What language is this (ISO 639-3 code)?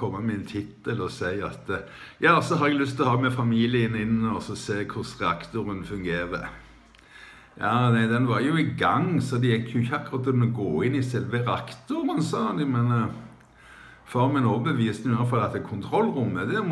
nor